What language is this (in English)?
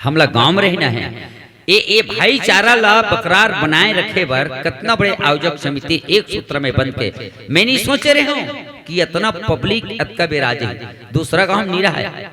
Chhattisgarhi